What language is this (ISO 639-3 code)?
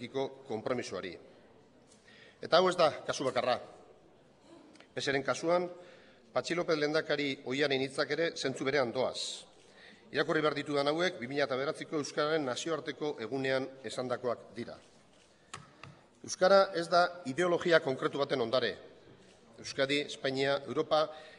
eus